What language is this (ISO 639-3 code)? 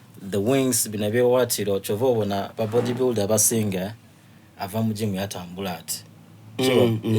xog